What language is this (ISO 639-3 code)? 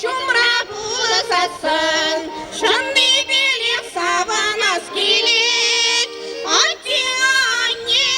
chv